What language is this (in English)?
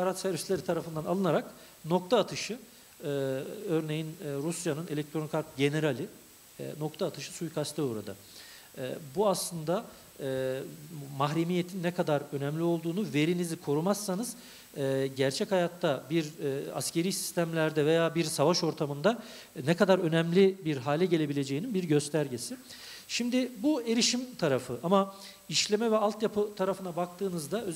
Turkish